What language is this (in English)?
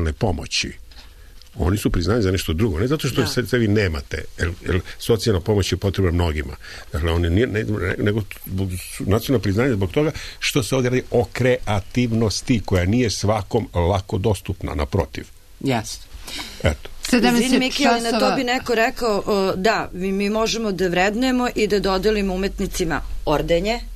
Serbian